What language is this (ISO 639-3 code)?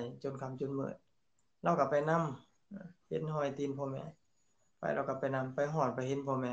lao